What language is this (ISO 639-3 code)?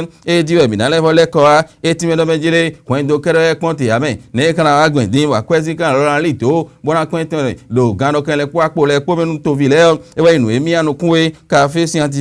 fon